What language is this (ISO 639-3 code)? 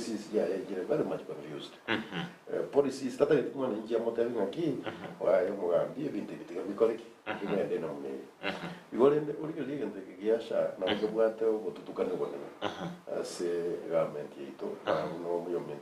guz